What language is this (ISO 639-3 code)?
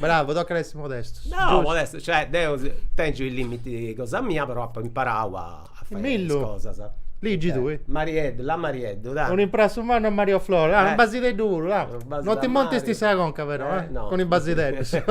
srd